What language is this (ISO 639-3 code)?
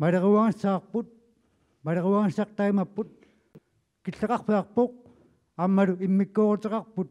kal